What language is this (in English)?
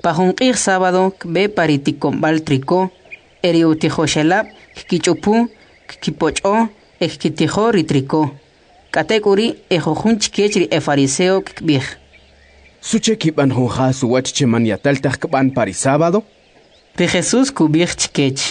Kʼicheʼ